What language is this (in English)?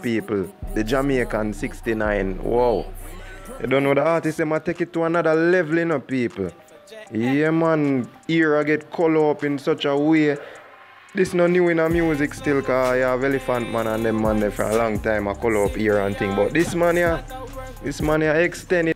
Jamaican Creole English